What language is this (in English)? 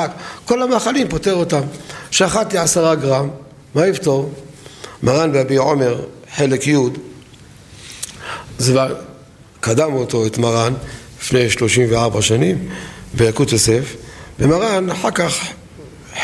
Hebrew